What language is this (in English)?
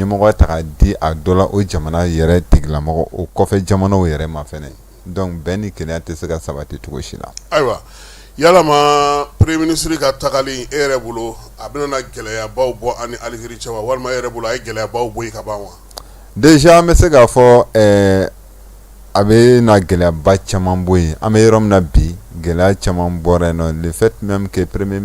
Bambara